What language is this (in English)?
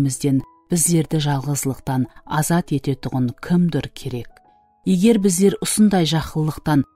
Kara-Kalpak